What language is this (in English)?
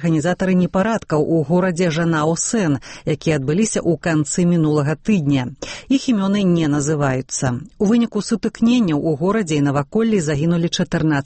Belarusian